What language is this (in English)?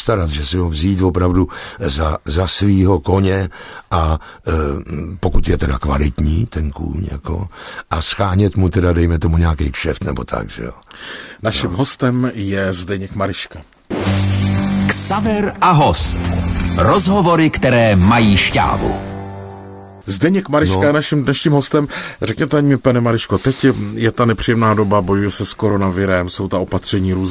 Czech